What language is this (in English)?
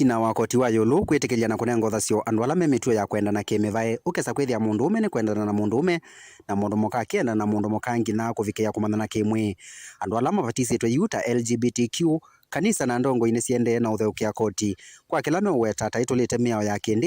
Kamba